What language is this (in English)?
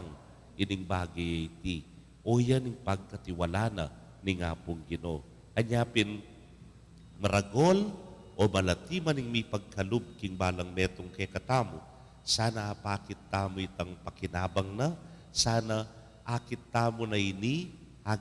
Pampanga